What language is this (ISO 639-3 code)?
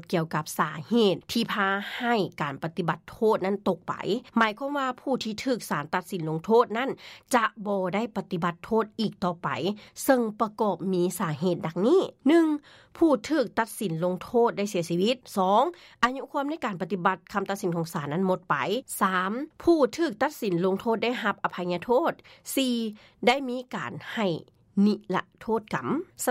lao